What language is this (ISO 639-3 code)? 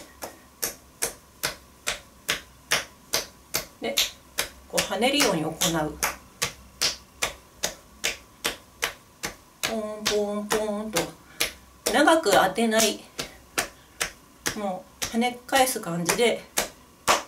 jpn